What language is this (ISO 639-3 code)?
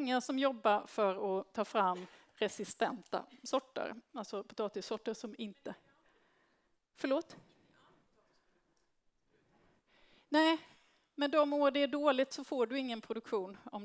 swe